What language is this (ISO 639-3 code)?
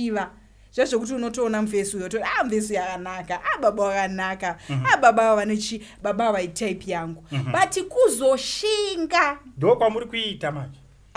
sna